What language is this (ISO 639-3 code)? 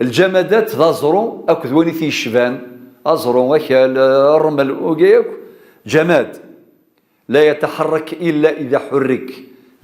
kab